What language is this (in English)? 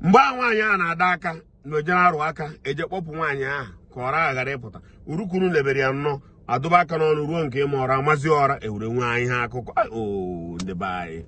Igbo